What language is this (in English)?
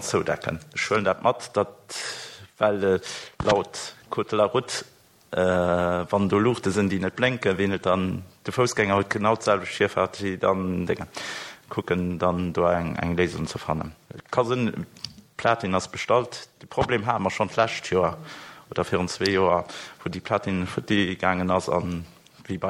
Luxembourgish